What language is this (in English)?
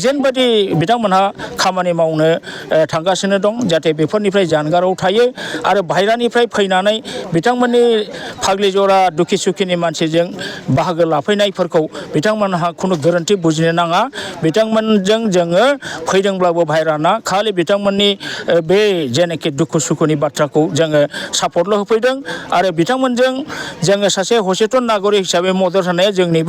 Bodo